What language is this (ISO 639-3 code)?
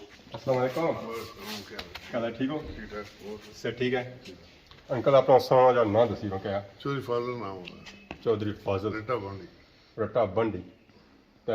phr